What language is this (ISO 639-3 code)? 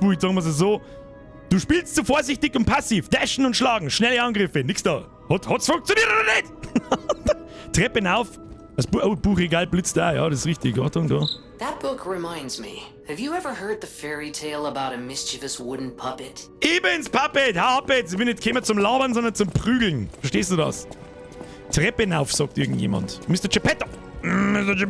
bar